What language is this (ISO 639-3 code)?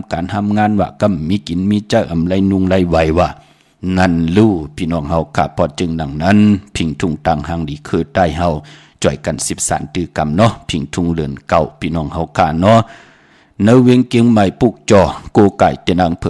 shn